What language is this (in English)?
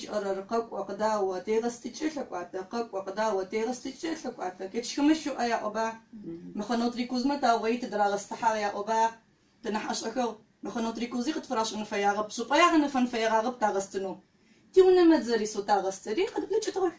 Adyghe